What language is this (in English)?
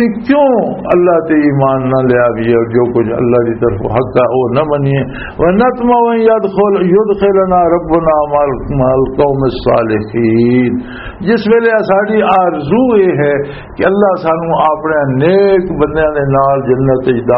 Western Panjabi